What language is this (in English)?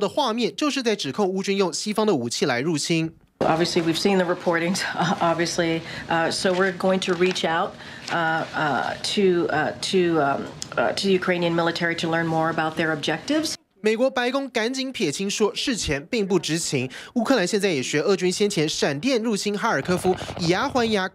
Chinese